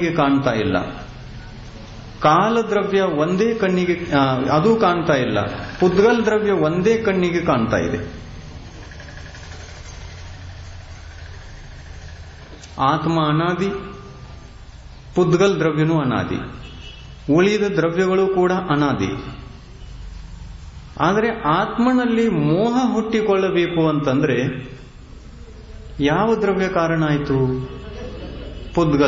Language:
Kannada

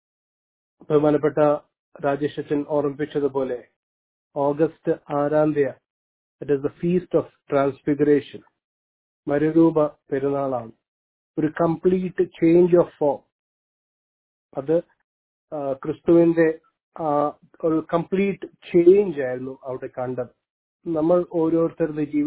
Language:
Malayalam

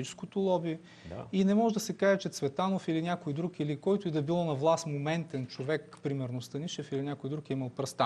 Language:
Bulgarian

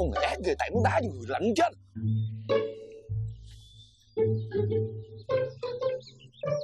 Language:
Vietnamese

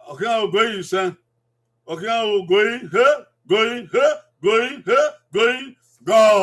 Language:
Bini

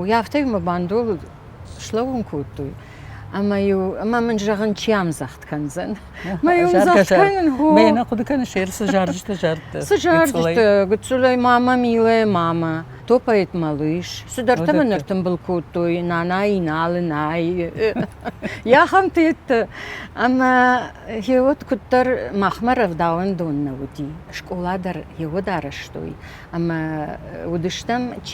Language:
Ossetic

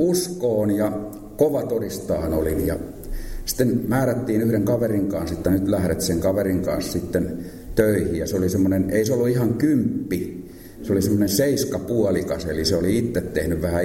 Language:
Finnish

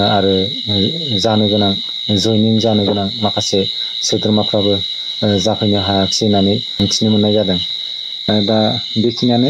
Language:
Bodo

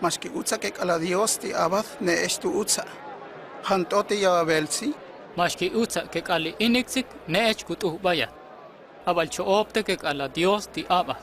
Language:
Huastec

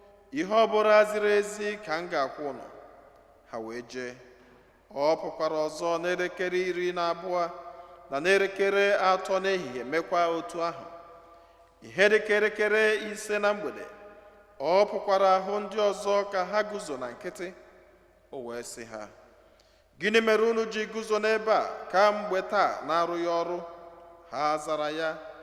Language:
Igbo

